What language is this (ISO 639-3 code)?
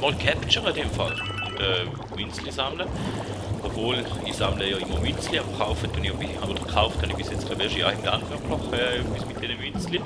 gsw